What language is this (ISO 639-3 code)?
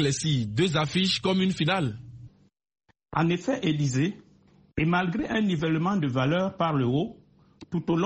fra